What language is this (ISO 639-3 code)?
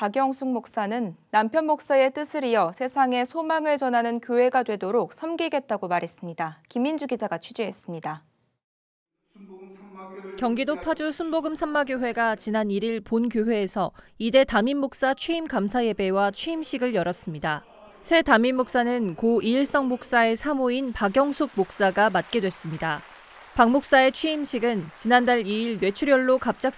kor